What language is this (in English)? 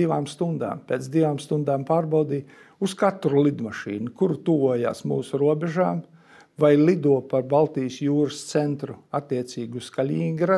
Latvian